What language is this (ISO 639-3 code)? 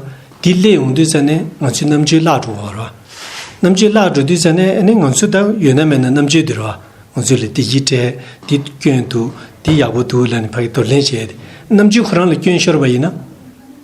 bod